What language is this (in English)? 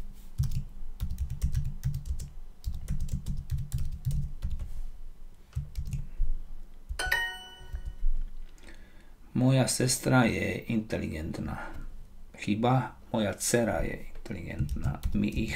Slovak